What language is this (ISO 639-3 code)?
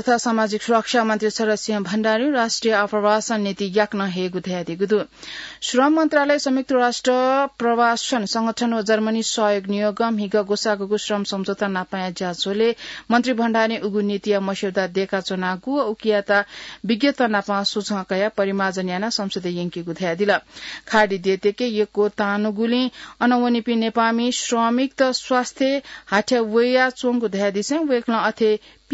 new